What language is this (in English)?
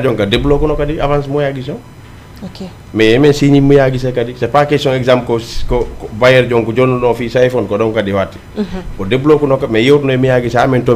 Fula